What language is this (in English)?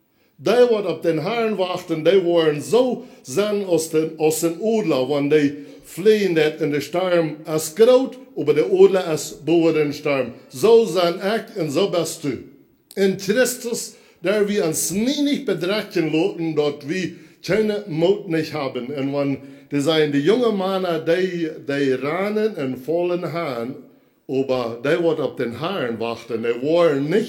Plautdietsch